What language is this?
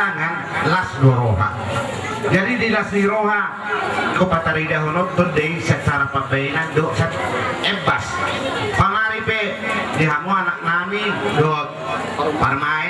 Batak Toba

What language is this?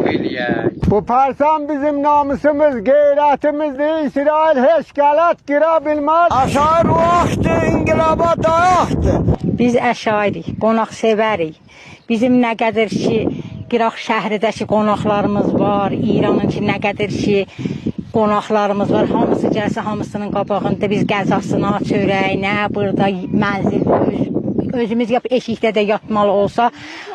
South Azerbaijani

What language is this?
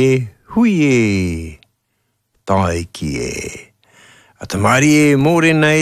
Māori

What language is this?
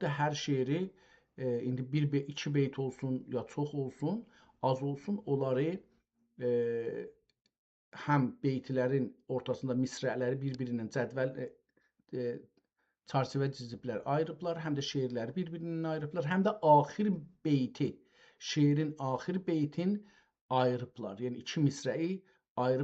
South Azerbaijani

